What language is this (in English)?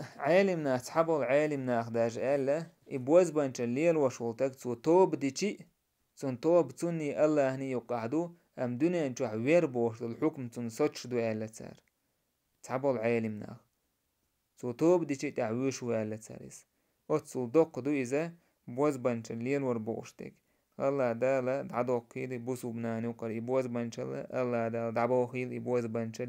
Chechen